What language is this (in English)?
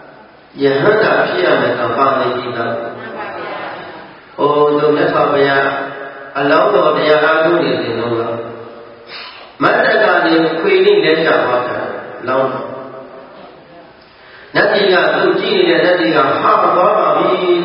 Burmese